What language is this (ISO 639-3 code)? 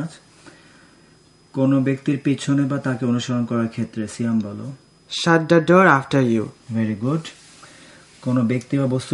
ben